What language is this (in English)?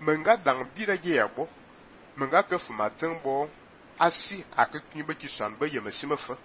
Fang